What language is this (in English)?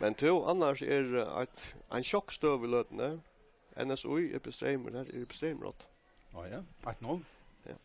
Faroese